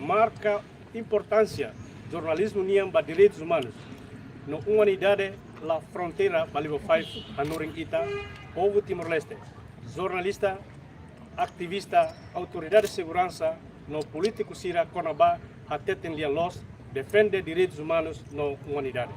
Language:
Tetum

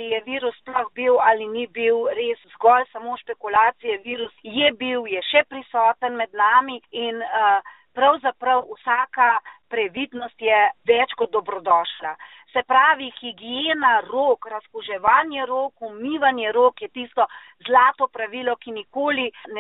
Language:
Slovenian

